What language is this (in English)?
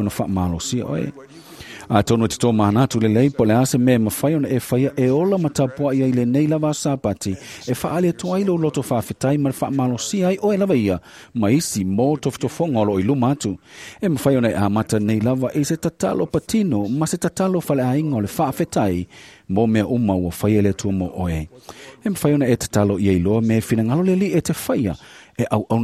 Samoan